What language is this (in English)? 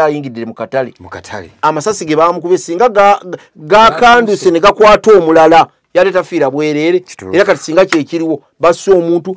Ganda